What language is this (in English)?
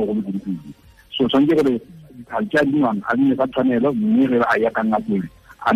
Tswana